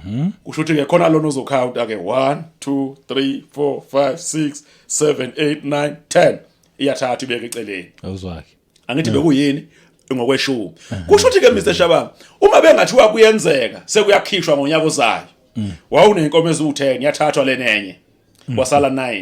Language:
Zulu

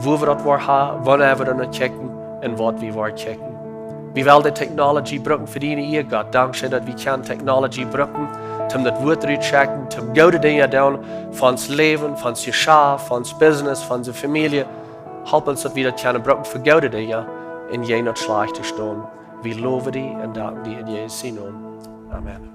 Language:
Plautdietsch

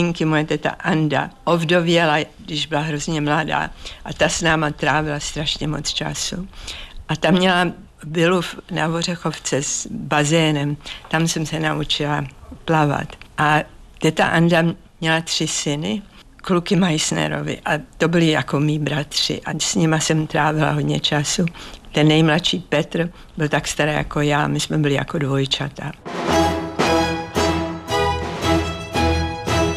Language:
Czech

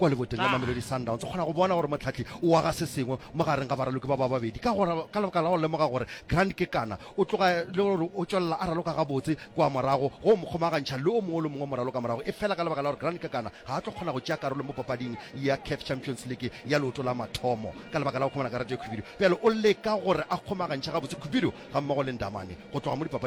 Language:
Northern Sotho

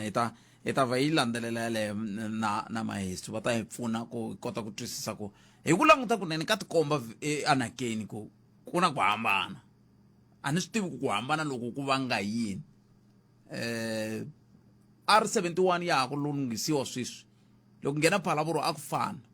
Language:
Tsonga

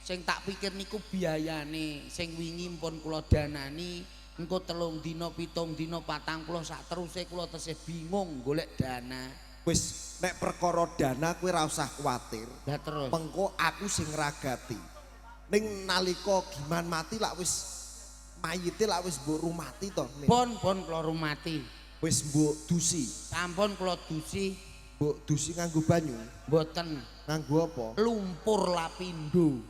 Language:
Javanese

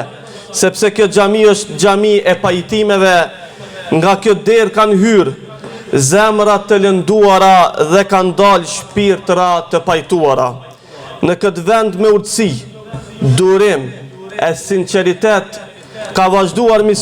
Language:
Albanian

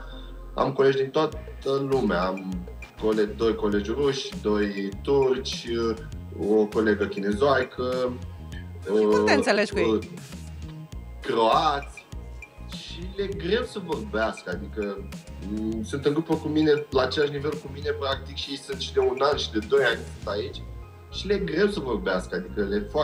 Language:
Romanian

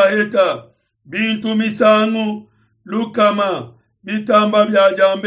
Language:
Luba-Lulua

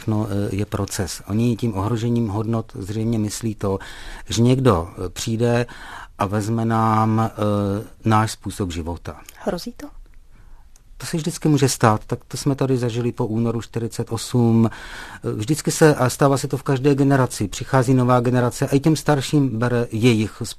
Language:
Czech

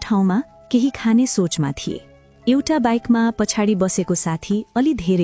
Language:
Nepali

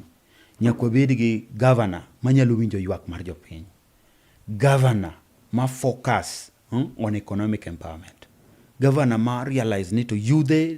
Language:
Luo (Kenya and Tanzania)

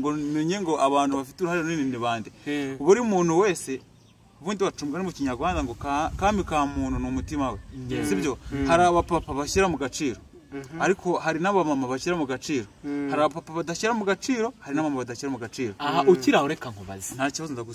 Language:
Kinyarwanda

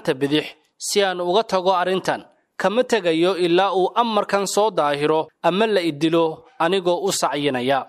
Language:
Somali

